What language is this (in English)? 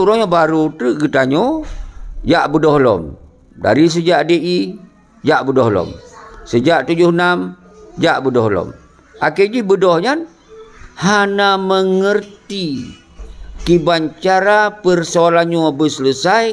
Achinese